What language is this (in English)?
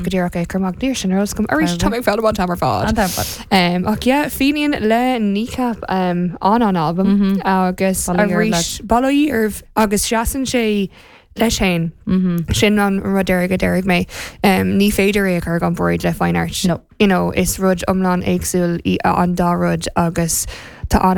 Irish